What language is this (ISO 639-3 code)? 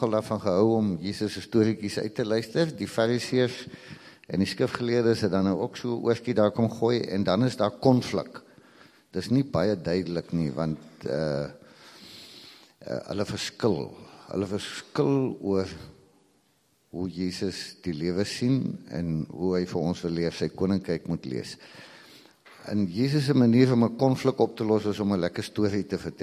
afr